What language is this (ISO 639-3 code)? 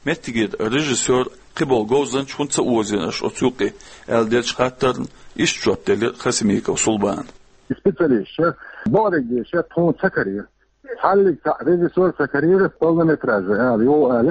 che